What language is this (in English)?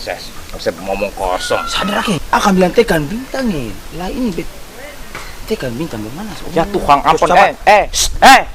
Ambonese Malay